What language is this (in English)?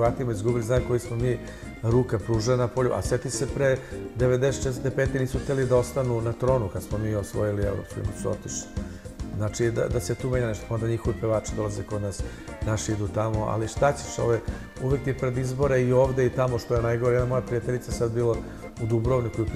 Serbian